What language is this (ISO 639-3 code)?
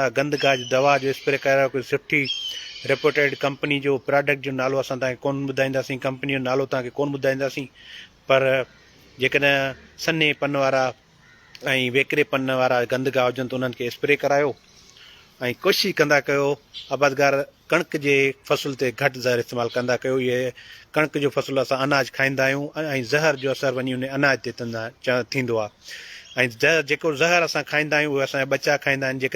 snd